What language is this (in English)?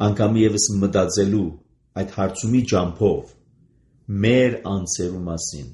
Armenian